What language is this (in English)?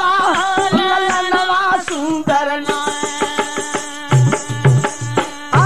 Bhojpuri